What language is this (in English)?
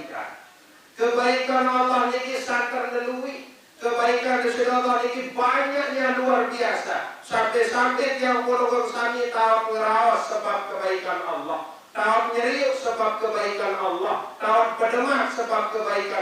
Sasak